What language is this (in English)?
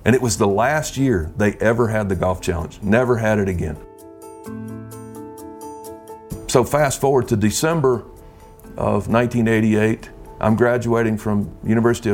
English